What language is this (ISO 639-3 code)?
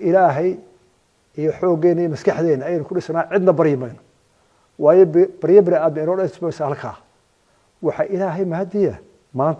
som